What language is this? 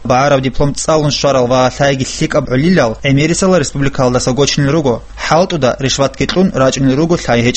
Avaric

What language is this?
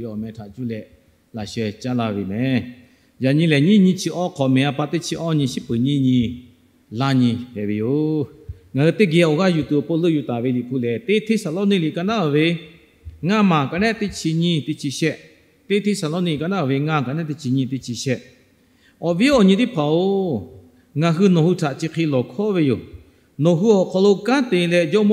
Lahu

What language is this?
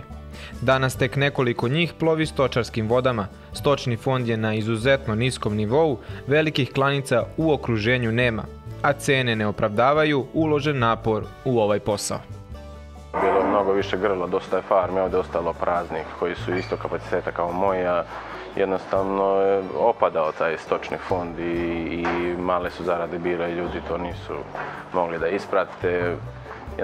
Serbian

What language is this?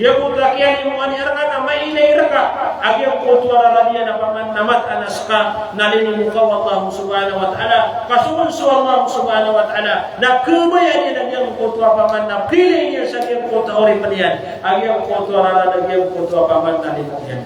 Maranao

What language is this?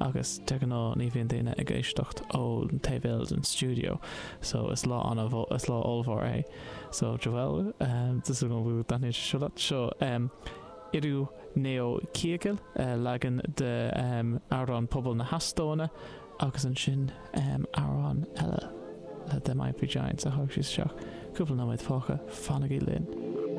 Irish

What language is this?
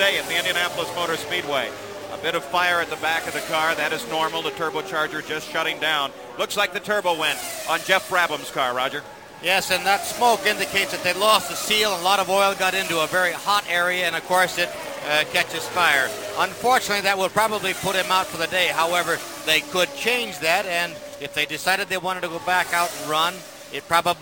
English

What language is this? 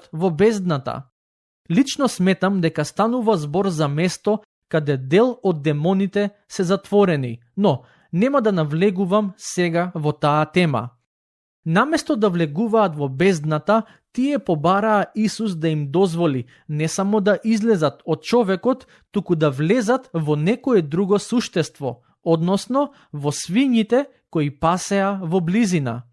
Macedonian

